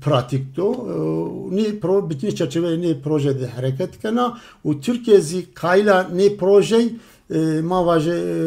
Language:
Zaza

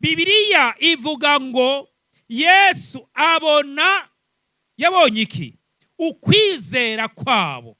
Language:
Rundi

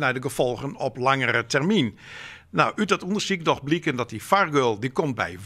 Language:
Western Frisian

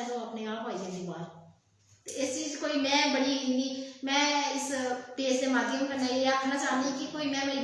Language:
Dogri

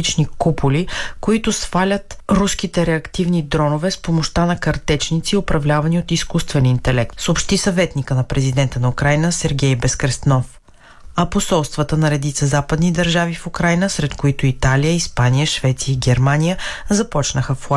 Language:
Bulgarian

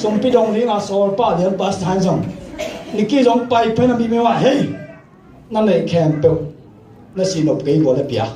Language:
Tedim Chin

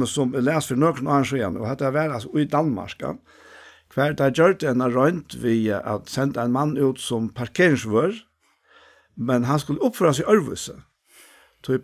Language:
Faroese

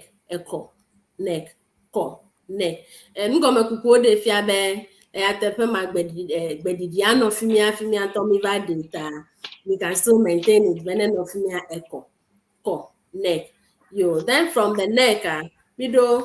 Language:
Ewe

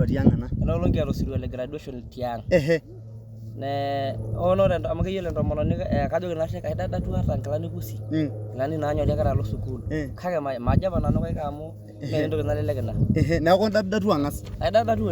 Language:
Masai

